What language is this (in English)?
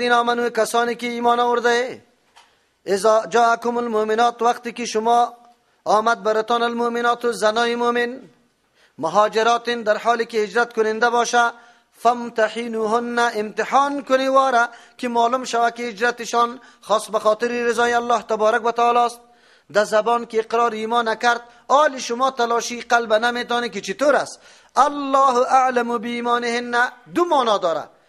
Persian